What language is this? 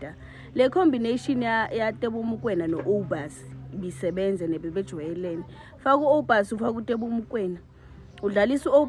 Zulu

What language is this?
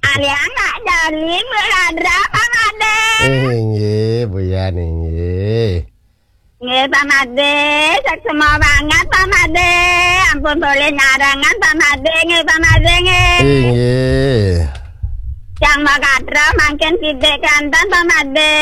Balinese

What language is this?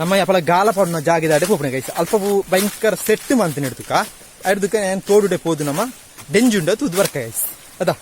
Tulu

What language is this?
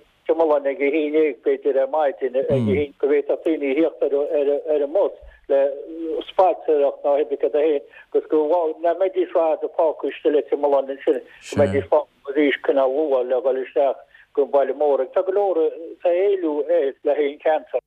Irish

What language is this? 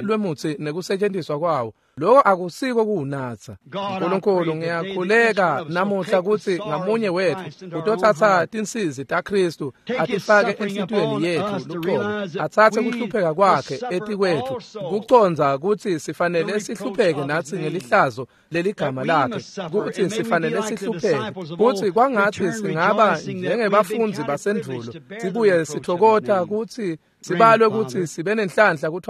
Swati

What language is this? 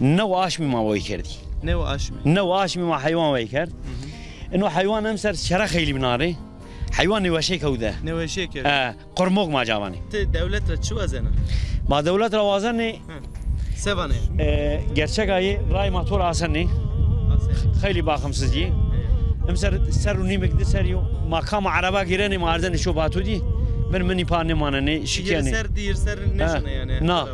Zaza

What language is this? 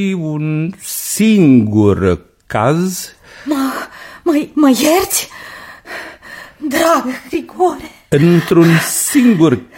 Romanian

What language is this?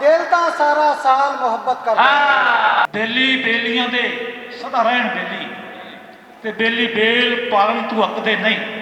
Western Panjabi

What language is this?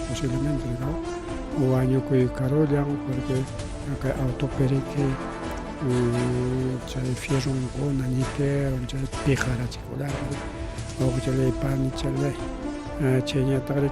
Ayacucho Quechua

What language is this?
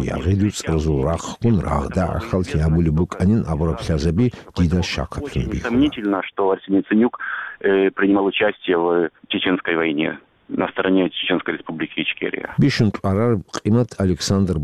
Avaric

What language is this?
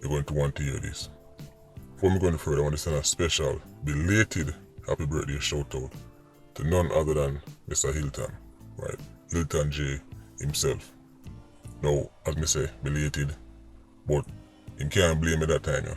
Jamaican Creole English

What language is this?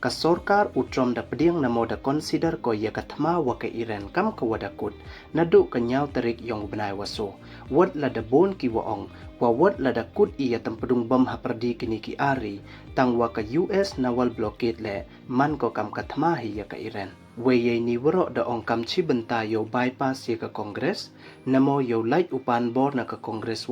Pnar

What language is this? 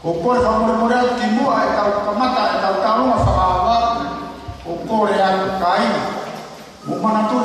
Tongan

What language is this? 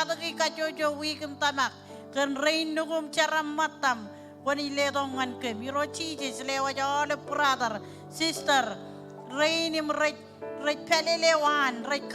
Marshallese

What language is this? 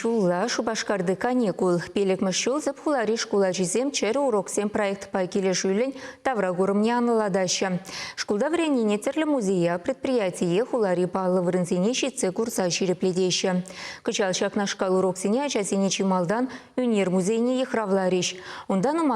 Chuvash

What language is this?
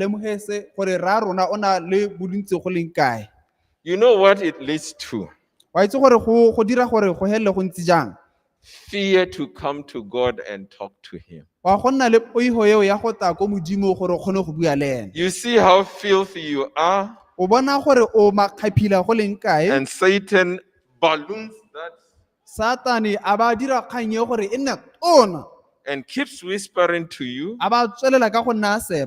Tswana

